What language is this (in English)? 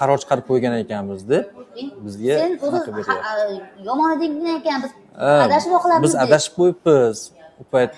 Uzbek